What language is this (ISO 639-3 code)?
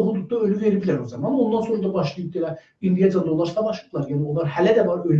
azb